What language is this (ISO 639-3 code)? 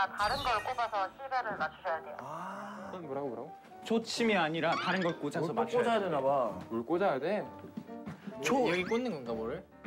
kor